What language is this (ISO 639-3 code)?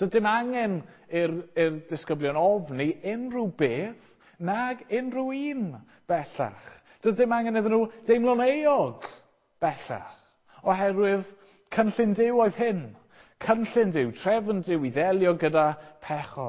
cym